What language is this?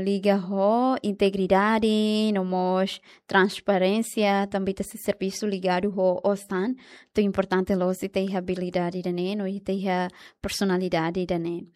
Tetum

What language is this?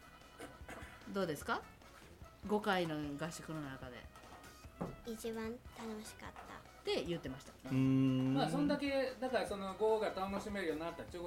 Japanese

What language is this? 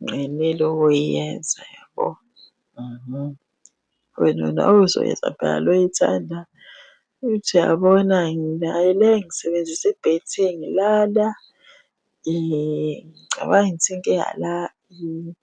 Zulu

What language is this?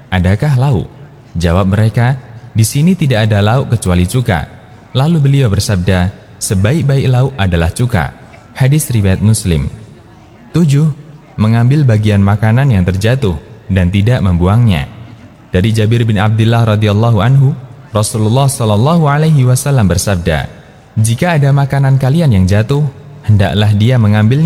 Indonesian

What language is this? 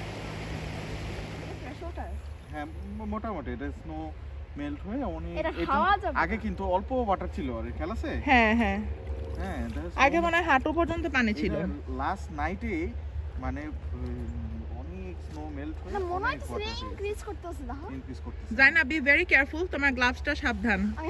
Bangla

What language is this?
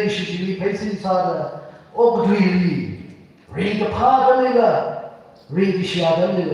Tangkhul Naga (India)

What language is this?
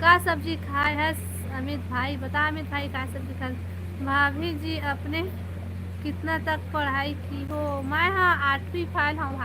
Chhattisgarhi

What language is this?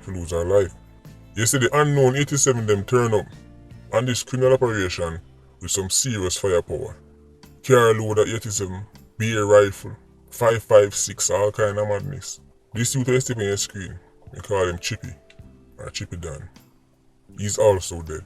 Jamaican Creole English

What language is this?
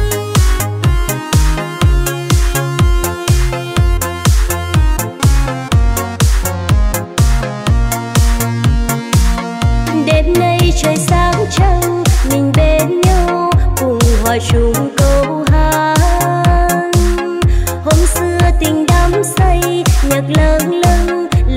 Vietnamese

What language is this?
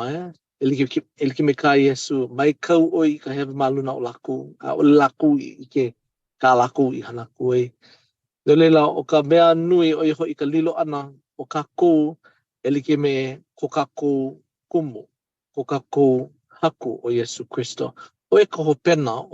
Hawaiian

